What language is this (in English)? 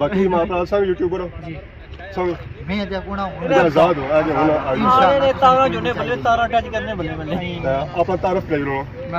Pahari-Potwari